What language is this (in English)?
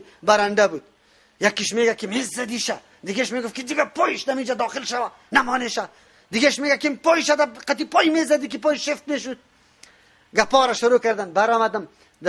Persian